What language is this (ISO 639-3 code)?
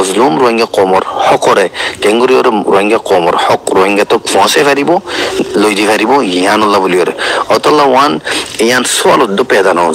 rhg